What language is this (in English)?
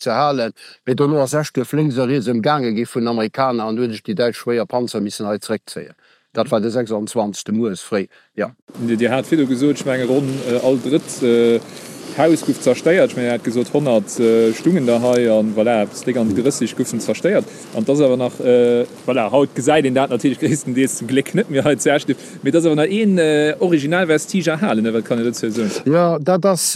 Luxembourgish